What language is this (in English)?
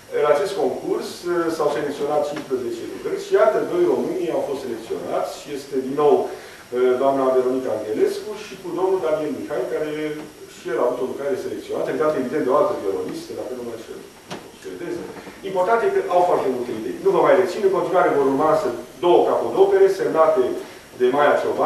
Romanian